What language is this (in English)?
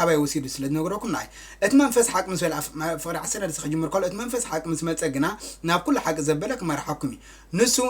Tigrinya